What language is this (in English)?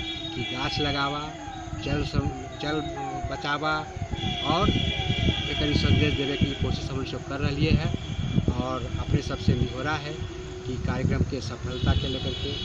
Magahi